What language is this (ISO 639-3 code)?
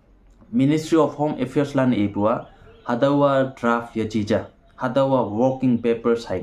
nbe